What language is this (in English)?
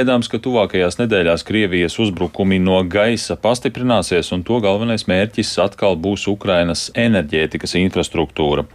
Latvian